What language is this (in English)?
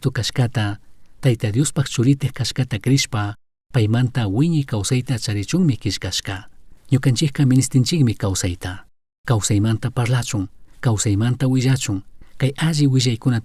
Chimborazo Highland Quichua